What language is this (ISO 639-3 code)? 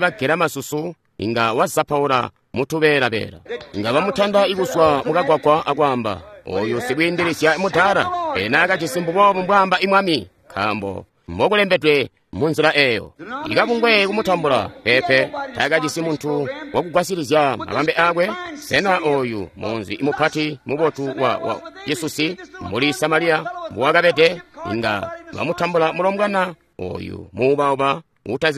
toi